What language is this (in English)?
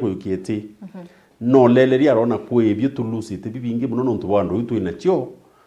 Meru